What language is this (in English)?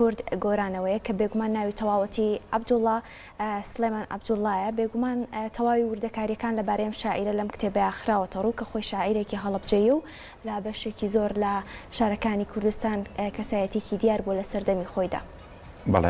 Central Kurdish